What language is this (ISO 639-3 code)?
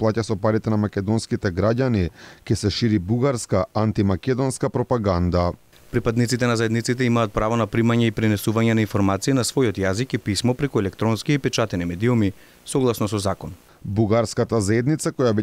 mkd